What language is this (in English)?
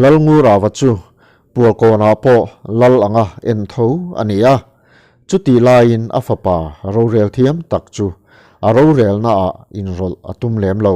Mizo